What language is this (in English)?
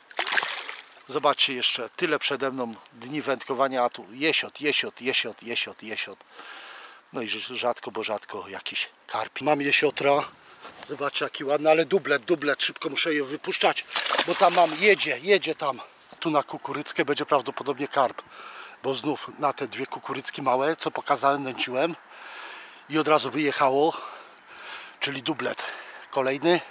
Polish